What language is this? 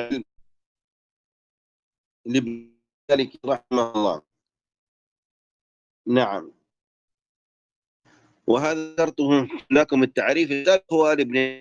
Arabic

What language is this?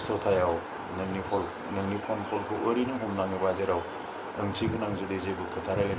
Bodo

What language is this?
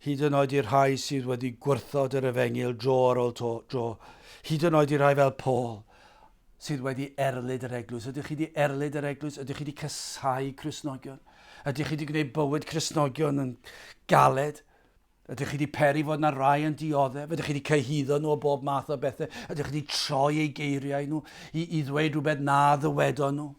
Welsh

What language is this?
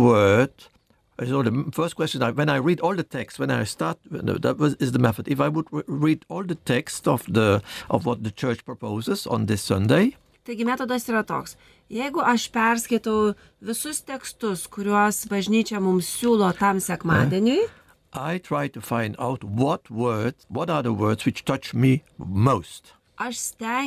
Lithuanian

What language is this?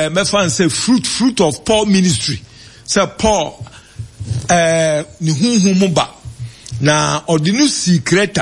Akan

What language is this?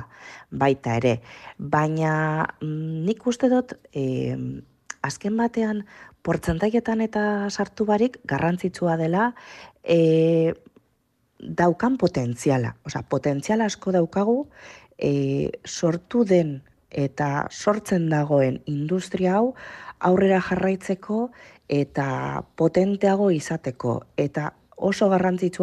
Basque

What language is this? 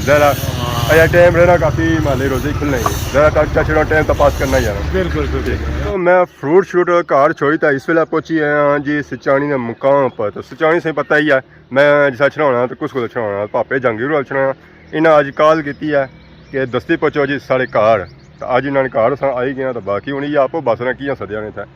Pahari-Potwari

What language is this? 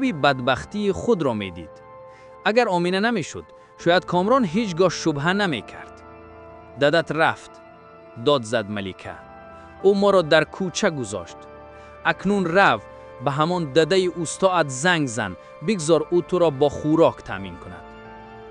Tajik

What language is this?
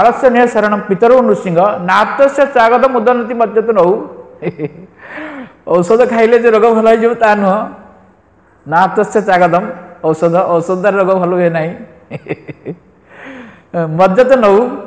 Odia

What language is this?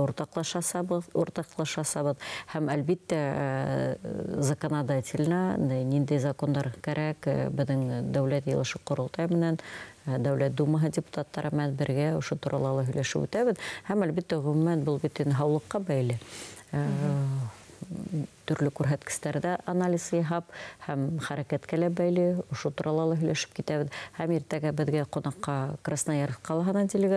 Bashkir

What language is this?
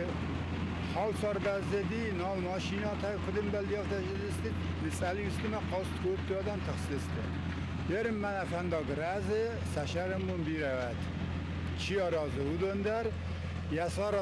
Ossetic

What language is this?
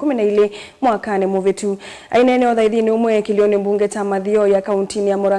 Kamba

